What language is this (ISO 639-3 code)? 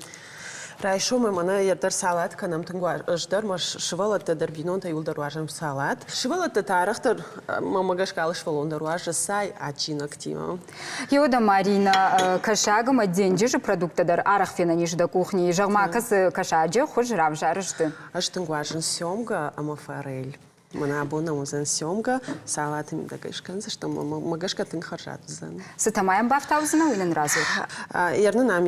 oss